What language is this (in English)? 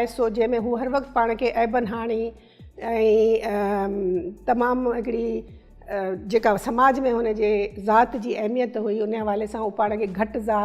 Sindhi